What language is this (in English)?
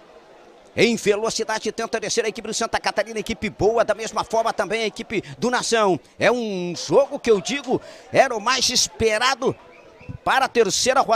Portuguese